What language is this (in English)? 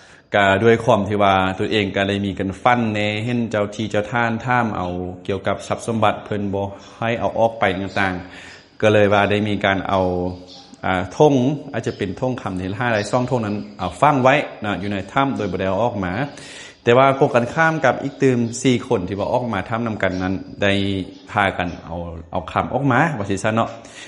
Lao